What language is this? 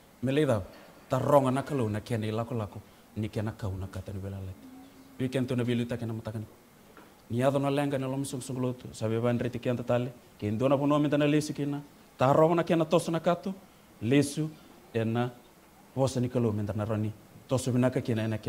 Fijian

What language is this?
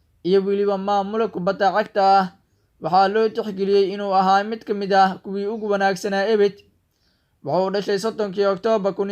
Somali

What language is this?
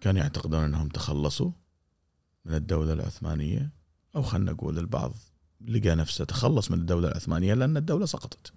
Gulf Arabic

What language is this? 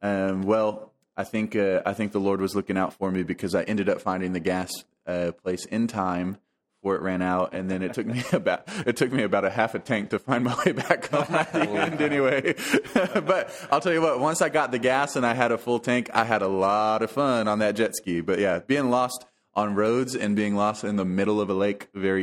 English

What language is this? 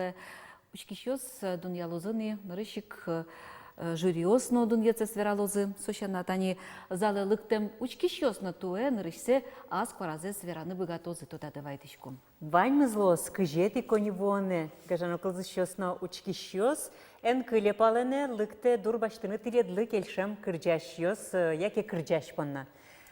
Udmurt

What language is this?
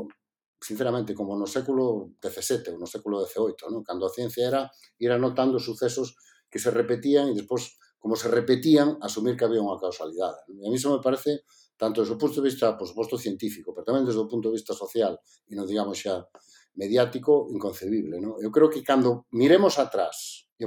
Galician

